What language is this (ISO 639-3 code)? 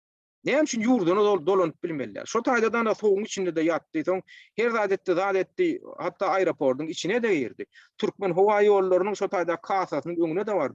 tuk